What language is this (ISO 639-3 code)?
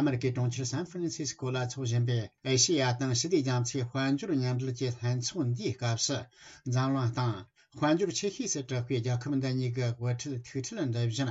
bod